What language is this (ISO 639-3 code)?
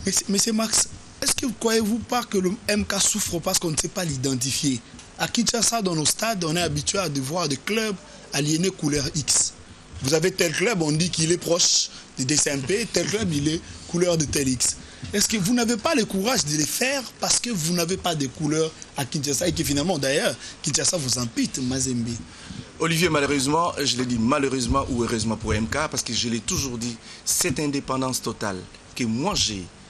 fra